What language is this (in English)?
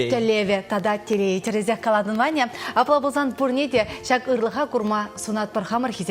Chuvash